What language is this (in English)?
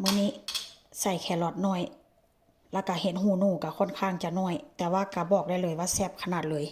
Northeastern Thai